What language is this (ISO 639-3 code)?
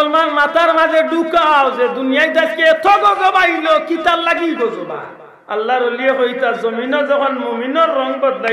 syl